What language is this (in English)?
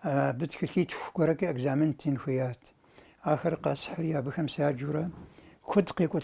Kabardian